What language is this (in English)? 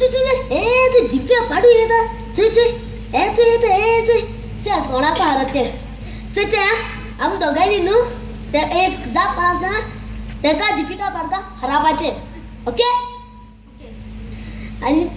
Konkani